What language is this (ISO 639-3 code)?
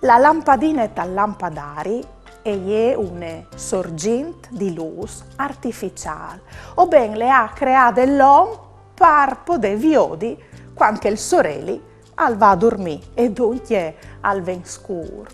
fur